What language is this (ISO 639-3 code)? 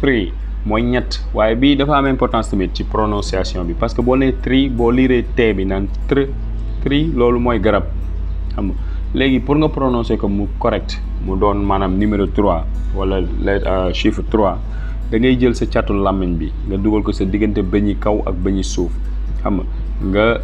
wol